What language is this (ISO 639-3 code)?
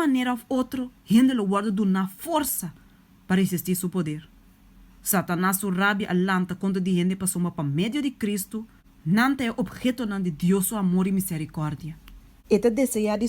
pap